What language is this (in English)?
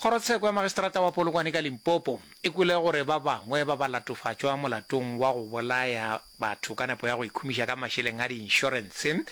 Northern Sotho